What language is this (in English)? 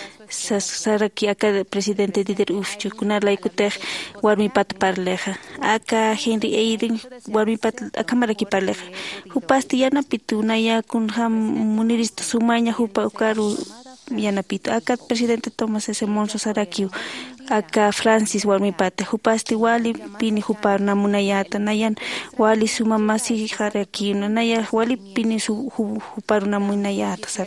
Aymara